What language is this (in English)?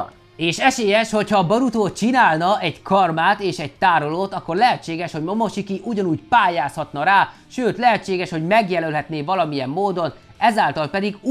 Hungarian